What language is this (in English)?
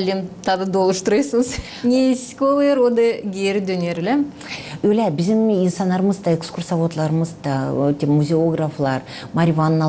Gagauz